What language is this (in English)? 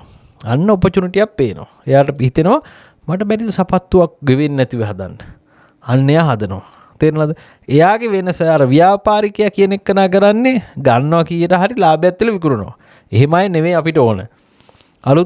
Sinhala